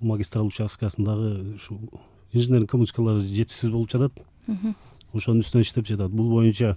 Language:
Kyrgyz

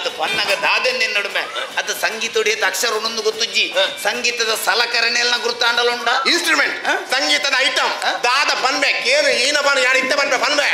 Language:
Tulu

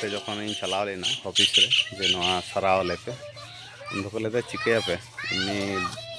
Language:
Santali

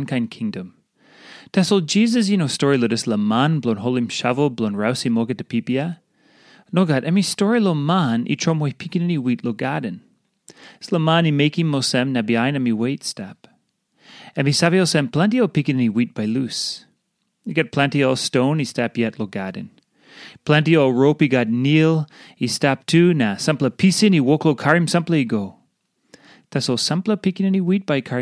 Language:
Tok Pisin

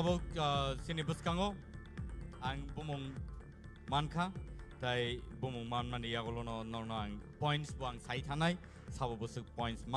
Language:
Kok Borok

